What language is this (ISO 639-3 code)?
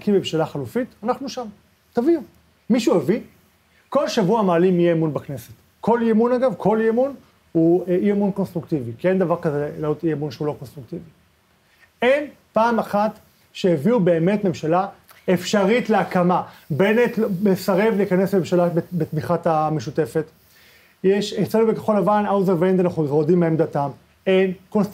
heb